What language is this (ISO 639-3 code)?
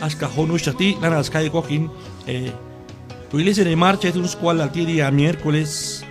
kjb